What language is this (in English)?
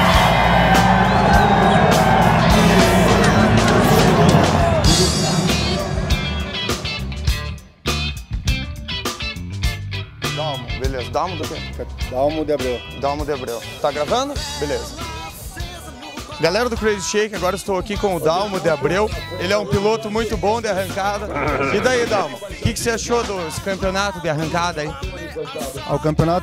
Portuguese